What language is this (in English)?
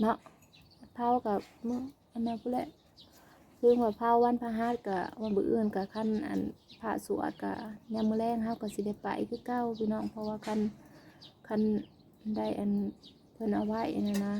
Northeastern Thai